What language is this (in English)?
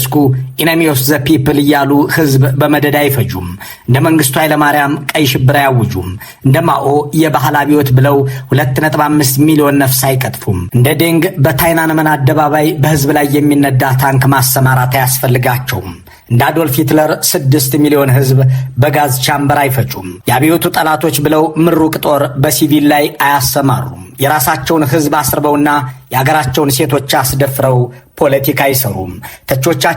Amharic